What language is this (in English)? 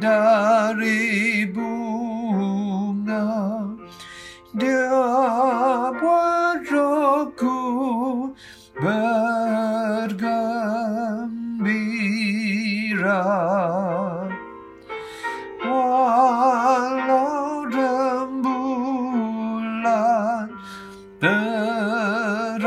Malay